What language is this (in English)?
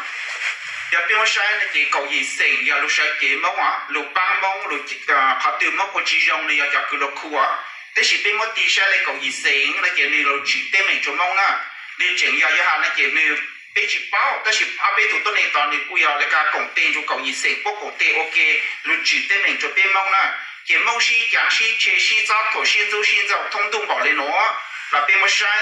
Hmong